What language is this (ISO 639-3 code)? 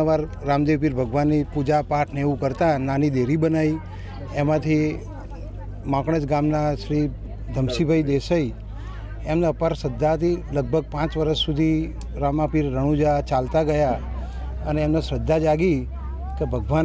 guj